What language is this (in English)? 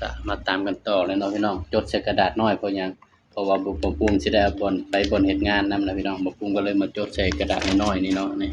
Northeastern Thai